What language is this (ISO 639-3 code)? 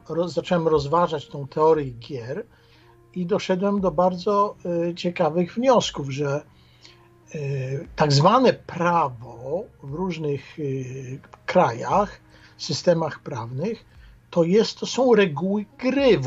pol